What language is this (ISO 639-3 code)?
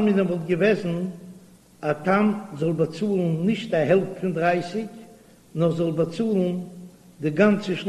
yid